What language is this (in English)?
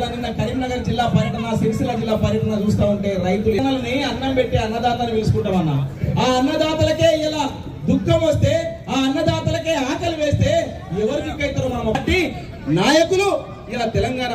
Telugu